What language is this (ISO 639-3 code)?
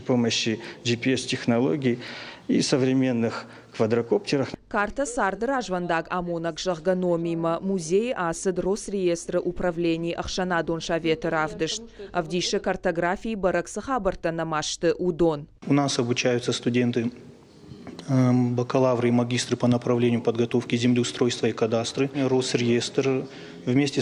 oss